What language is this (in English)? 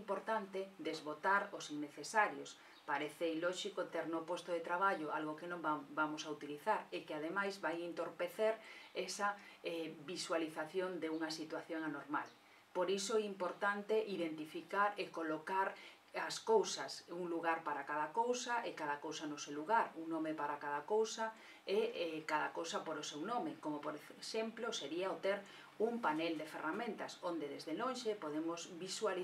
Galician